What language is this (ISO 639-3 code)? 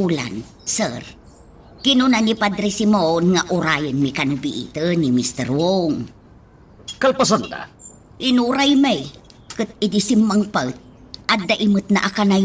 ilo